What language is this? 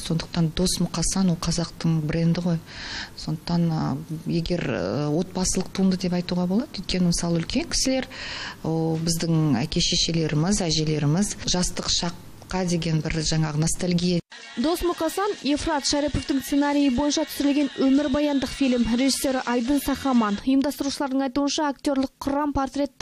Kazakh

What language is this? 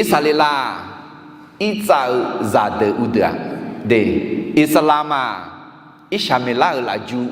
Akha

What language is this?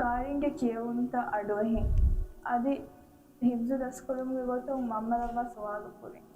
Divehi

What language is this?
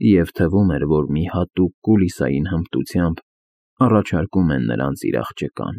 Armenian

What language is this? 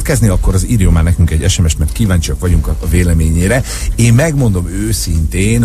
Hungarian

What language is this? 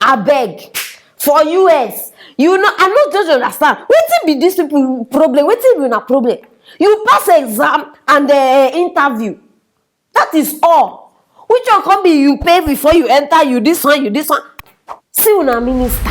Nigerian Pidgin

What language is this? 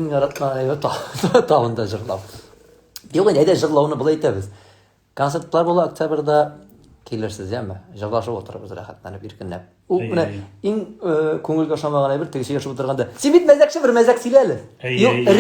Tatar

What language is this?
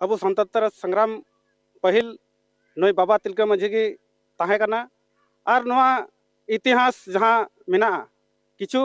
Santali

